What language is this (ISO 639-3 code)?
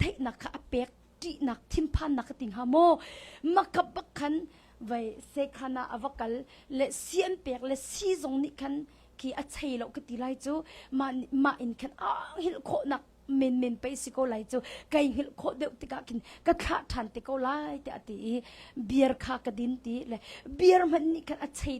cnh